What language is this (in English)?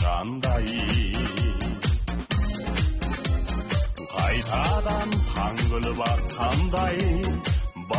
Kazakh